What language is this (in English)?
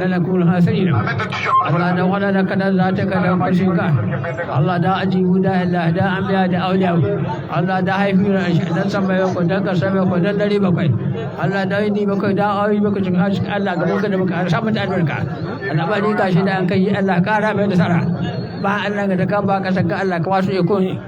Hausa